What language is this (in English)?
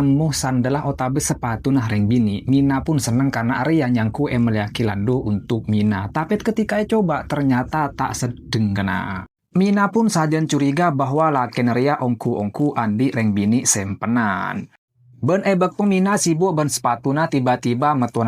Madurese